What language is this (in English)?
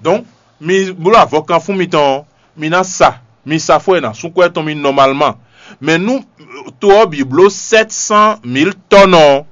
Fon